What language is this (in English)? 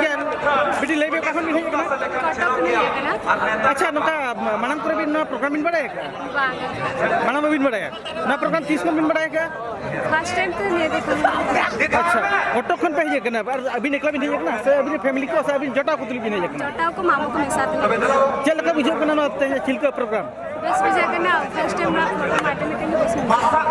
Santali